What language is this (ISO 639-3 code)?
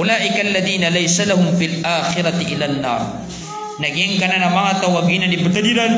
mrw